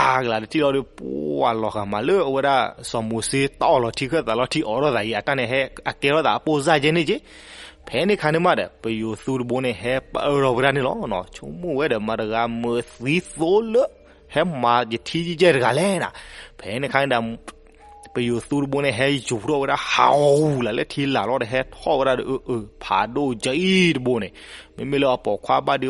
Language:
S'gaw Karen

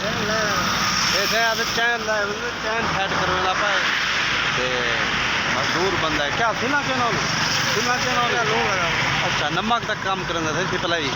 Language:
Saraiki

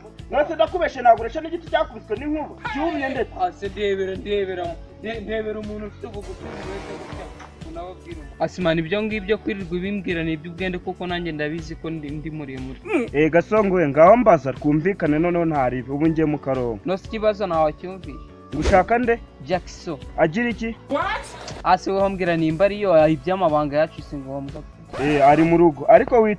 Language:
Kinyarwanda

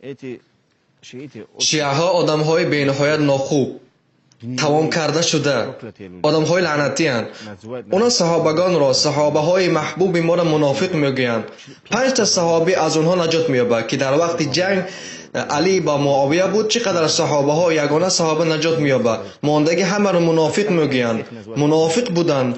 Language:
Tajik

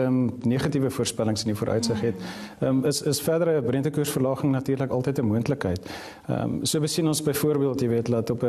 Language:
Afrikaans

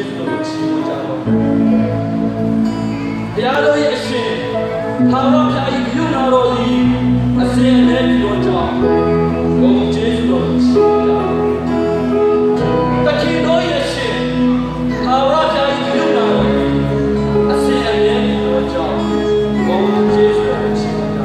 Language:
Burmese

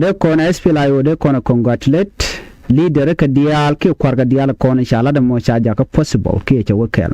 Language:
Nuer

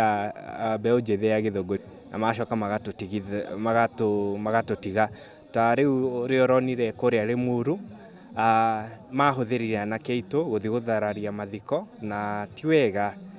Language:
Kikuyu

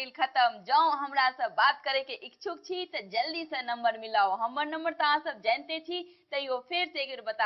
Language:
Maithili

